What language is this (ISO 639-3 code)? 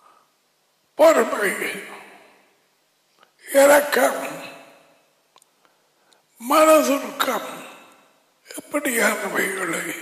tam